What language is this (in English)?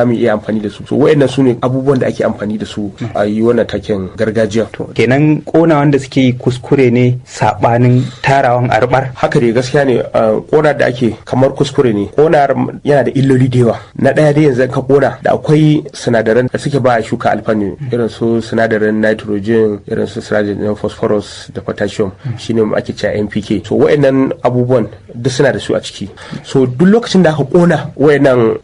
Hausa